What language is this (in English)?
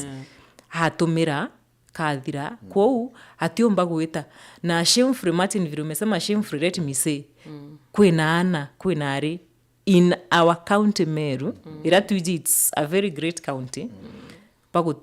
Meru